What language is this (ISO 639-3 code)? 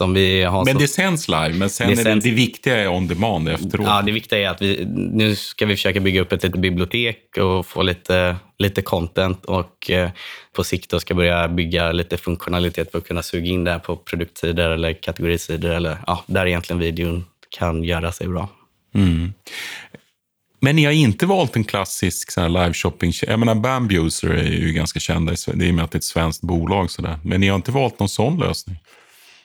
swe